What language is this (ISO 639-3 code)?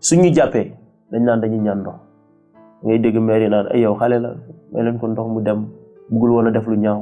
wol